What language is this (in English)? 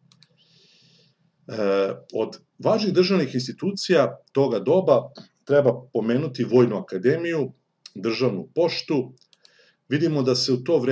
Serbian